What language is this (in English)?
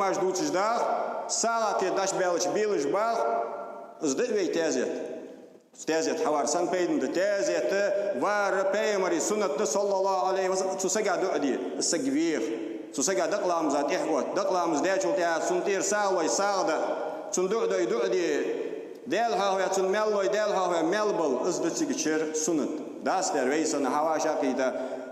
Ingush